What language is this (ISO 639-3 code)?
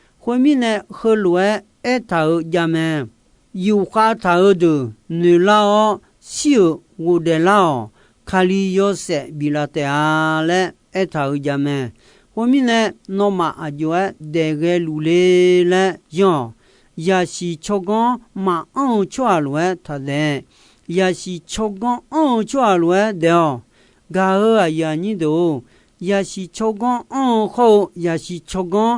ahk